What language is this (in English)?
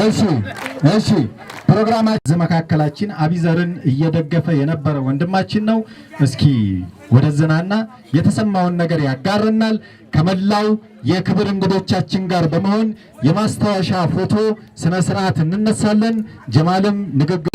Amharic